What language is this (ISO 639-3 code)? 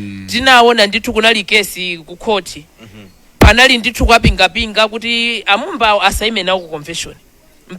nya